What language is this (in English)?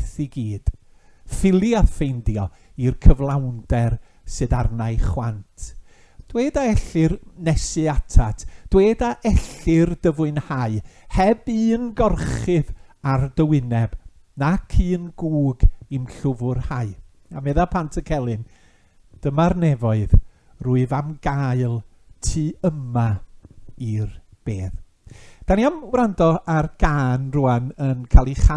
Welsh